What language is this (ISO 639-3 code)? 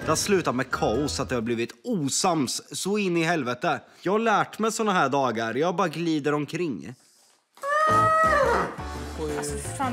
swe